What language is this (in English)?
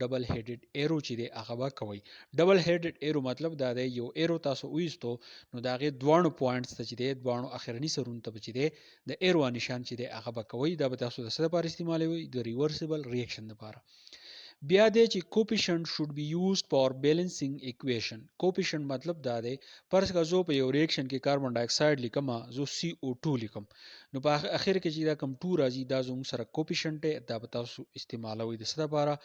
Pashto